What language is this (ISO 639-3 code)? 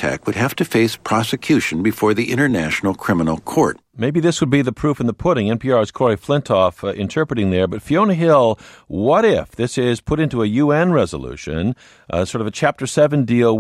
eng